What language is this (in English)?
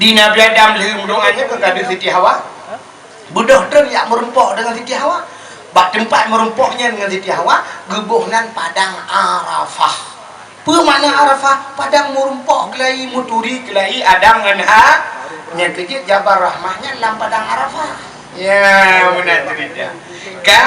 Achinese